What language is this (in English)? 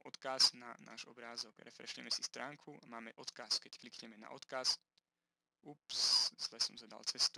Slovak